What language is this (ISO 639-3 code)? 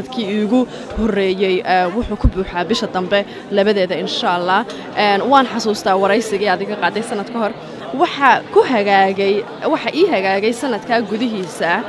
som